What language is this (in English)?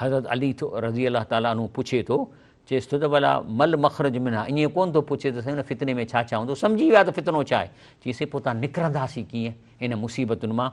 Sindhi